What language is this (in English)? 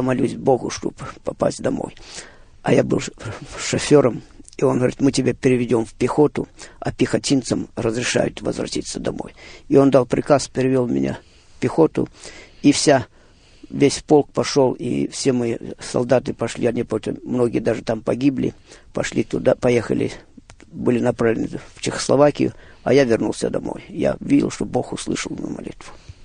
Russian